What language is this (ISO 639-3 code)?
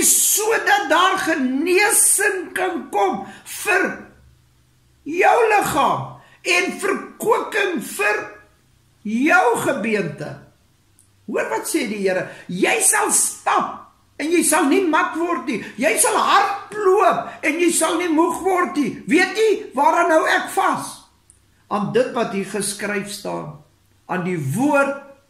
afr